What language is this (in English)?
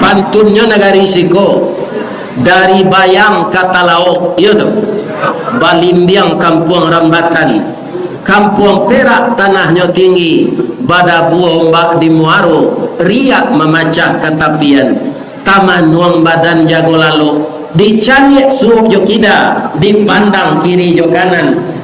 Minangkabau